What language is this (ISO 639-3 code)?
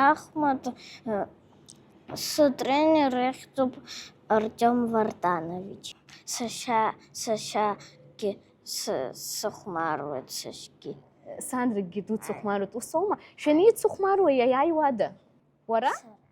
abk